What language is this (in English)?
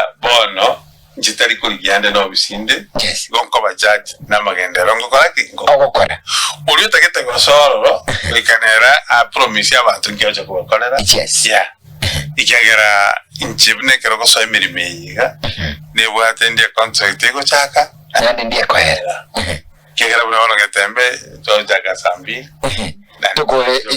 Gusii